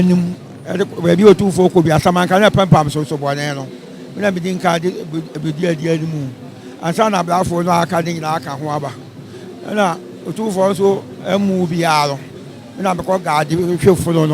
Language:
Akan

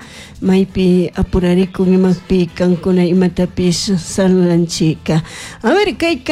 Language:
Chimborazo Highland Quichua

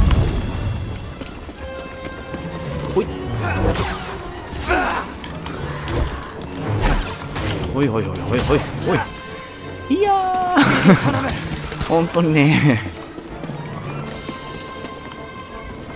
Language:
Japanese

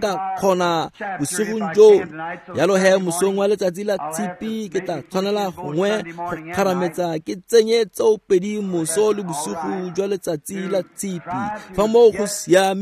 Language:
Tswana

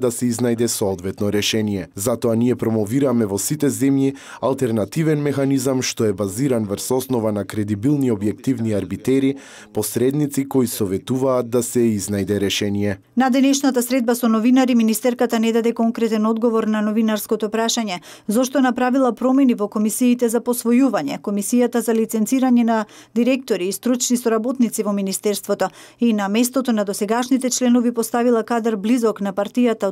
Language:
Macedonian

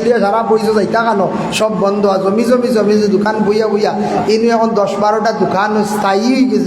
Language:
Sylheti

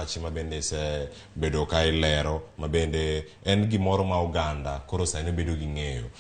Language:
Luo (Kenya and Tanzania)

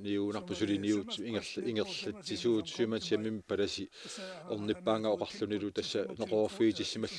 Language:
Kalaallisut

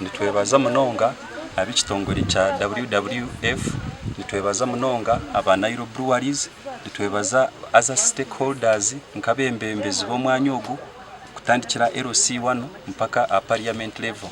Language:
Nyankole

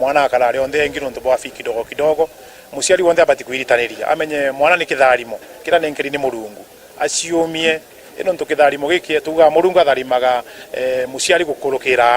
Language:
Meru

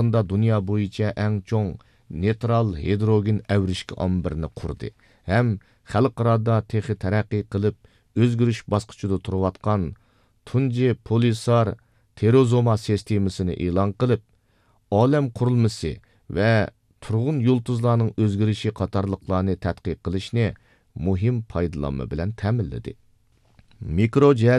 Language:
Uyghur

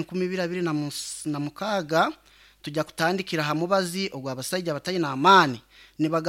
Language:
Nyankole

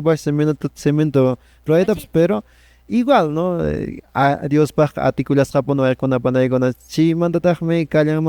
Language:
Quechua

